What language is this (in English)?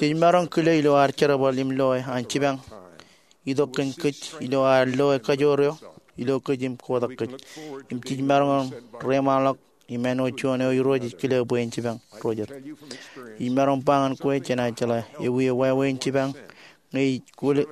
Marshallese